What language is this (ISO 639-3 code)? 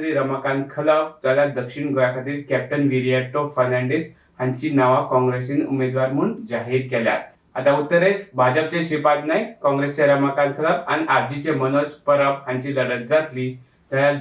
kok